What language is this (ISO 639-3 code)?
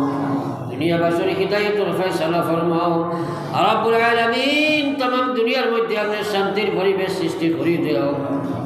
syl